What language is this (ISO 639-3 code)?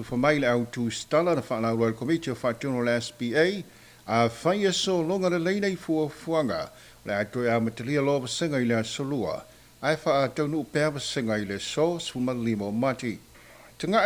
smo